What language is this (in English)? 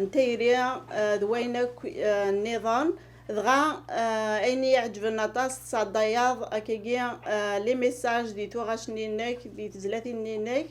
Kabyle